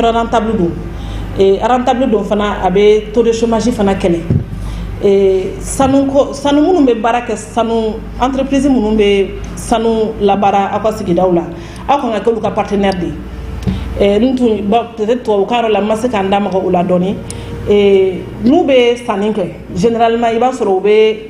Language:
Bambara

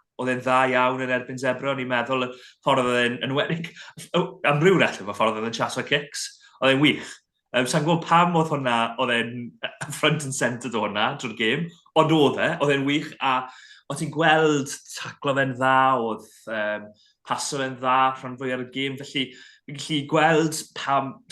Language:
Welsh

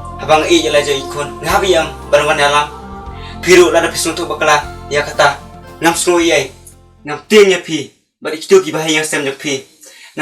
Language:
Khasi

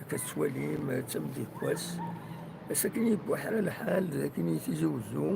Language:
Kabyle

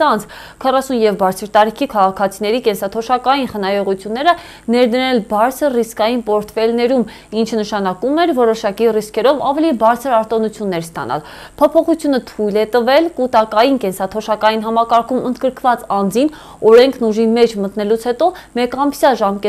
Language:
Armenian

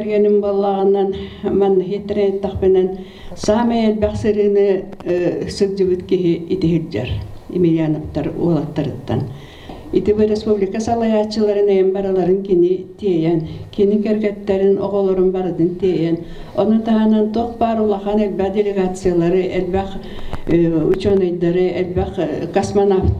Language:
Yakut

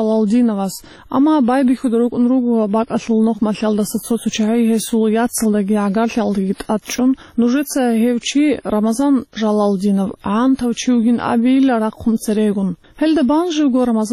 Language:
Avaric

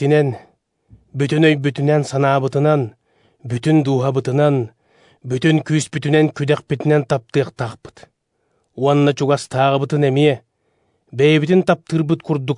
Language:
Yakut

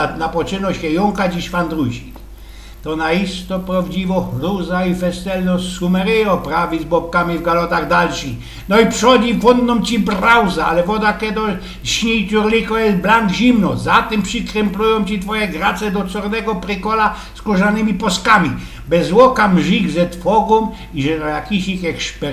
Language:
Silesian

